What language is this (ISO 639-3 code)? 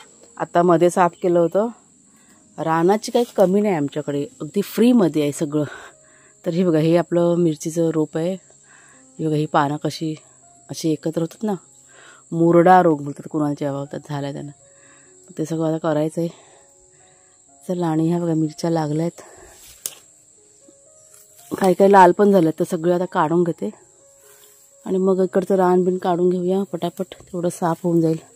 mar